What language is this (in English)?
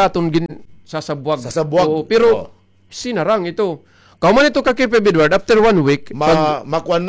Waray